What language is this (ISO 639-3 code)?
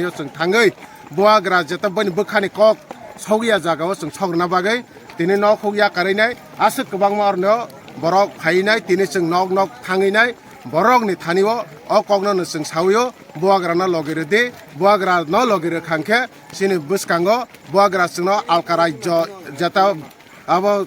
trp